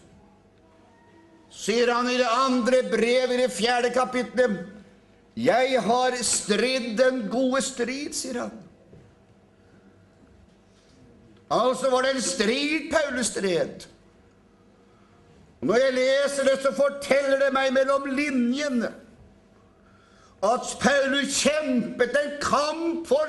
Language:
Norwegian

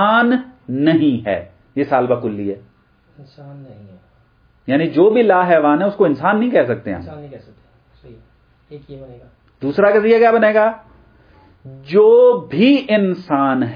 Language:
Urdu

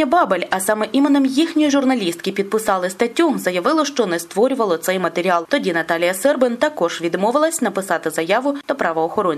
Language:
Ukrainian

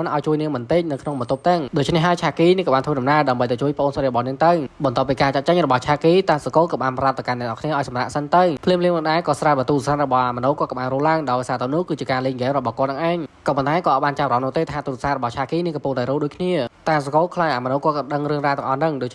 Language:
Khmer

